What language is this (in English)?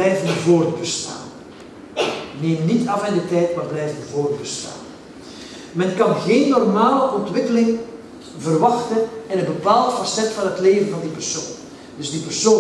Dutch